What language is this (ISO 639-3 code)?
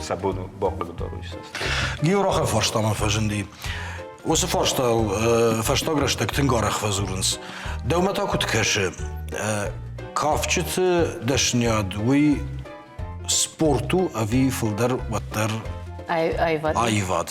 oss